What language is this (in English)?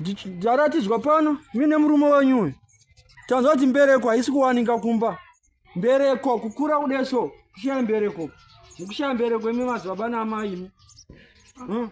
Shona